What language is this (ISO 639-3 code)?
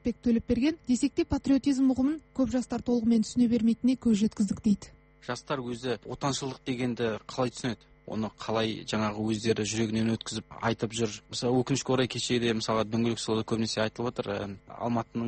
kaz